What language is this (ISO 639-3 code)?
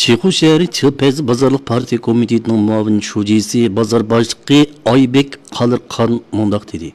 uig